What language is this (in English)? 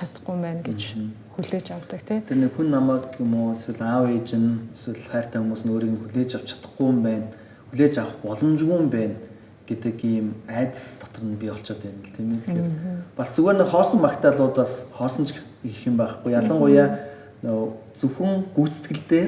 Mongolian